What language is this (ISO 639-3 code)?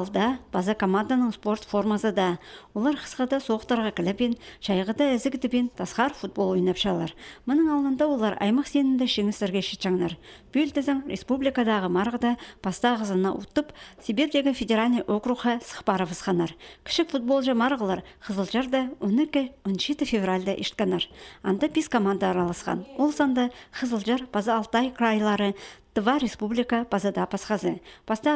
kjh